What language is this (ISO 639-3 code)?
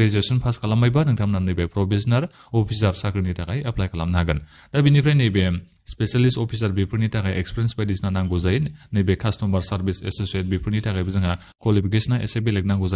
brx